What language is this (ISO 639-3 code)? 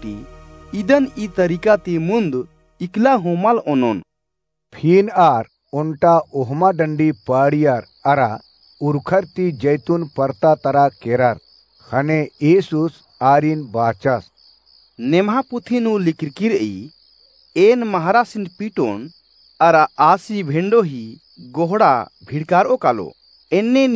kru